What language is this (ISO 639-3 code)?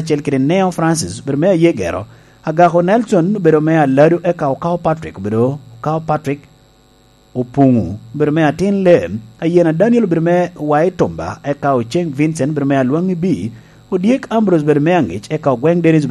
laj